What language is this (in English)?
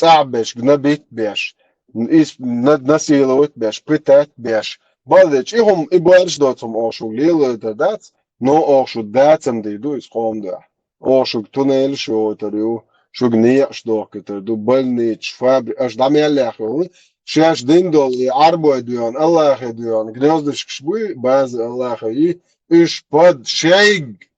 Chechen